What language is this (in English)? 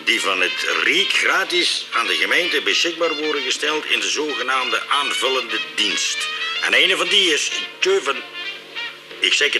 Limburgish